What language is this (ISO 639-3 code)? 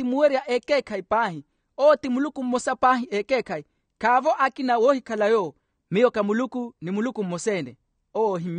vmw